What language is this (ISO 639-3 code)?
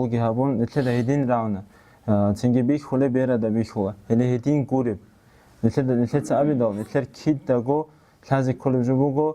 ava